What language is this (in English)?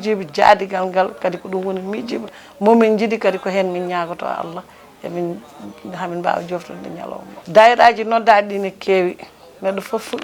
Fula